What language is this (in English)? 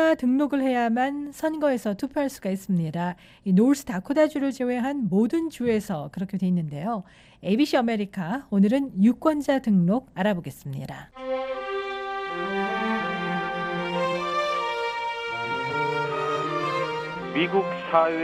Korean